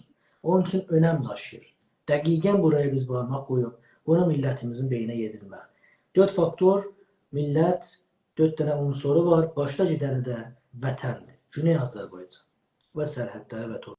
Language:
South Azerbaijani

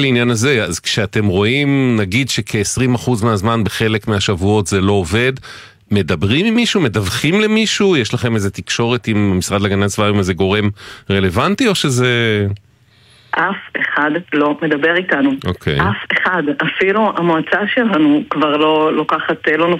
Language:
Hebrew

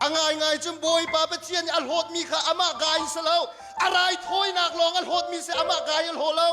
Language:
Hakha Chin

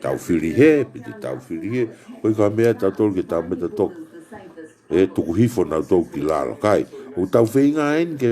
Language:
Tongan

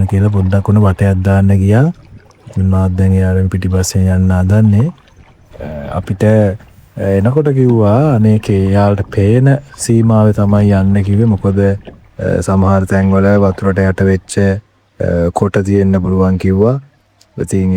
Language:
Sinhala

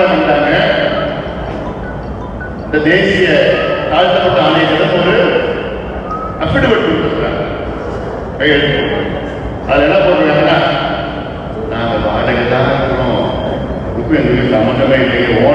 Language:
Tamil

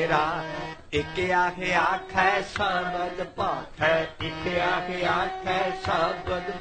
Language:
Punjabi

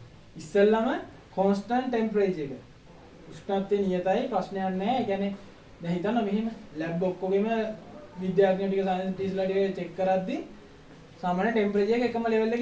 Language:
Sinhala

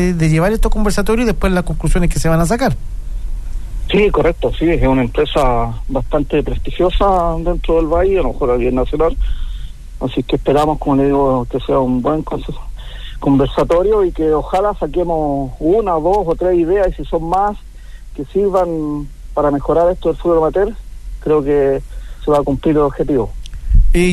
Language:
Spanish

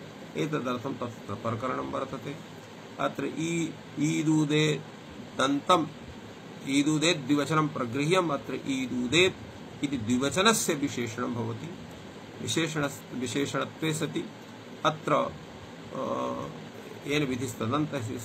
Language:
Sanskrit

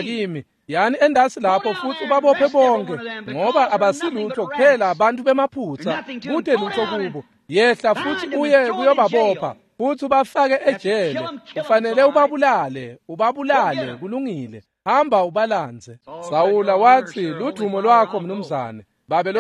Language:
Swati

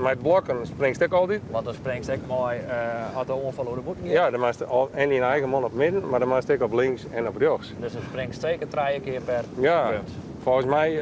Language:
Western Frisian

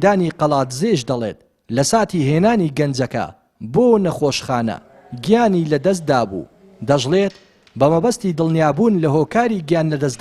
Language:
Central Kurdish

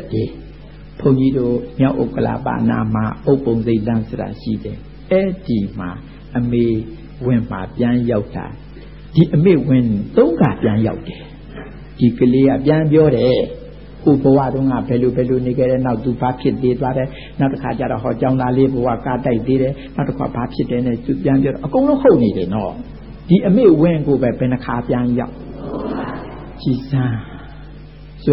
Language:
Burmese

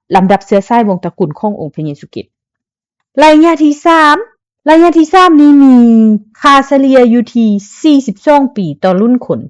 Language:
Lao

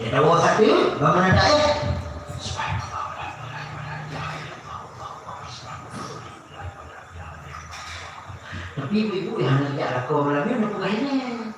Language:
Achinese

